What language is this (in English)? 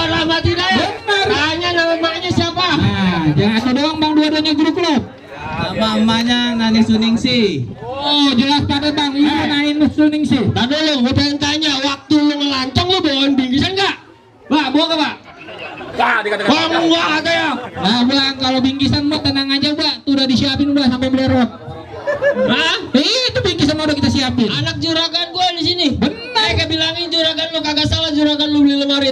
Betawi